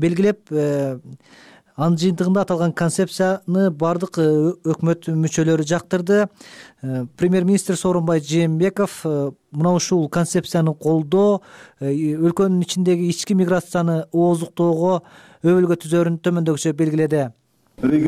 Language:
Kyrgyz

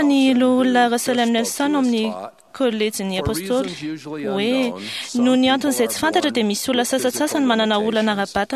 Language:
Malagasy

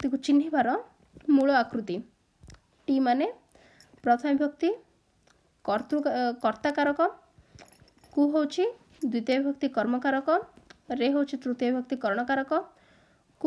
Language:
Odia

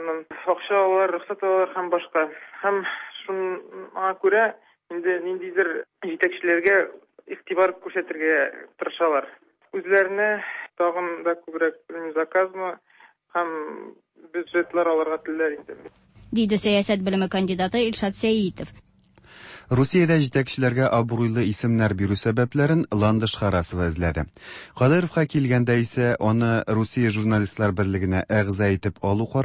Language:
Tatar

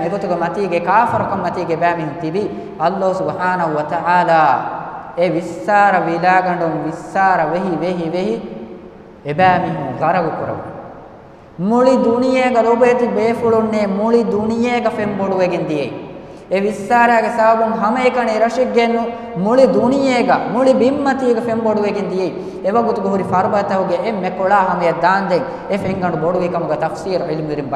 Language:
Divehi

